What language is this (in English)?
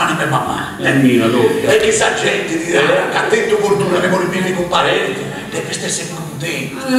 Sardinian